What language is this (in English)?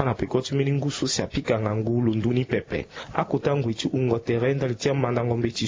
Sango